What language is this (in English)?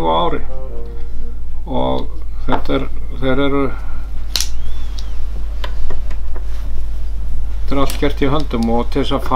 Icelandic